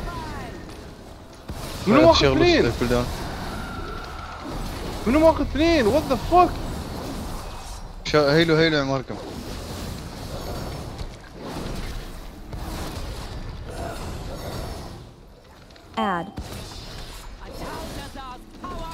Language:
Gulf Arabic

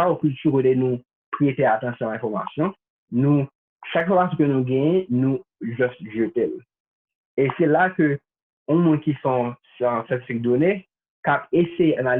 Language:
Haitian Creole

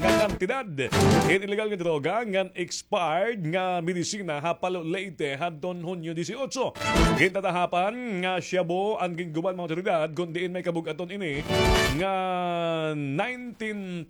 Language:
Waray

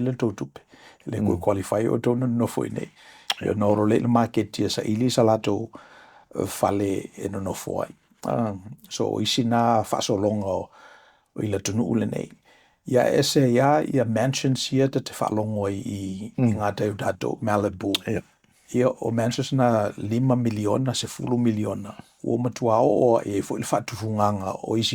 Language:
Samoan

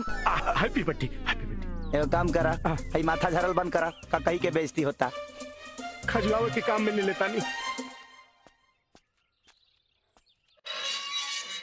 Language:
Bhojpuri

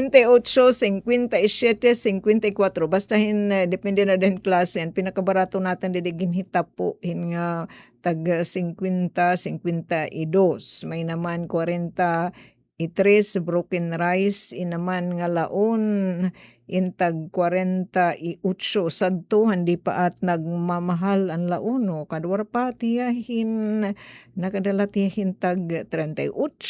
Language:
Waray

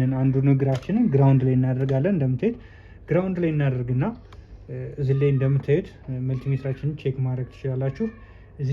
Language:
Amharic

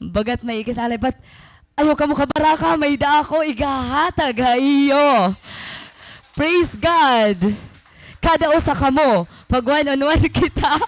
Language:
Waray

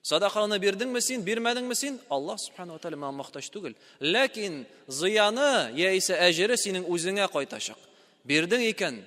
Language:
Tatar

